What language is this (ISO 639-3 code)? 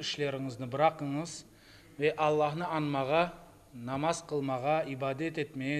crh